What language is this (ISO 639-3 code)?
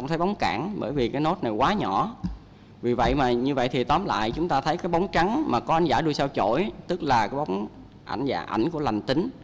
vie